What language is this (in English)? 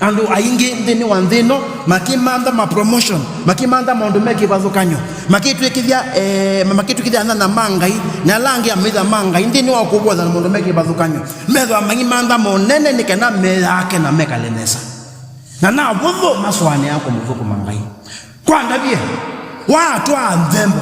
Kamba